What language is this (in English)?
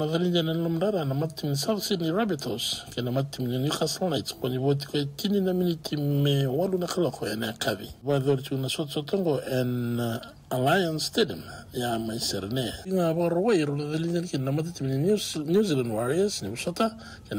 Fijian